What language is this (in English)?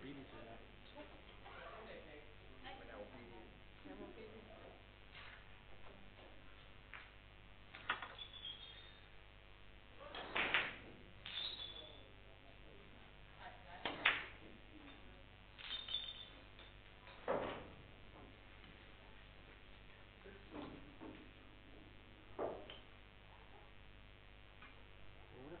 Danish